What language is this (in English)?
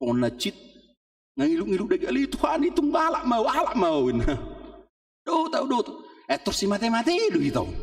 Batak Toba